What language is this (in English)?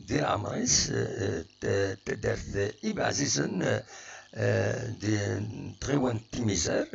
Kabyle